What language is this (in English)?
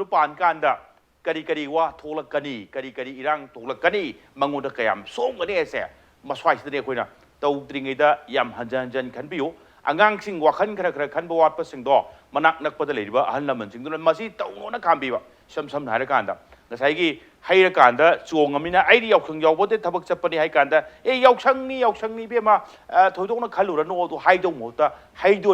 Manipuri